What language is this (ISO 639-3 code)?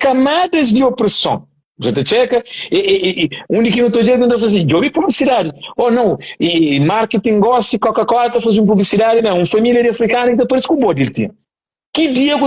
kea